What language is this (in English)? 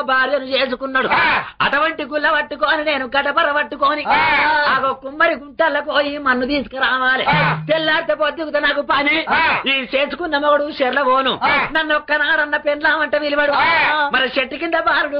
Telugu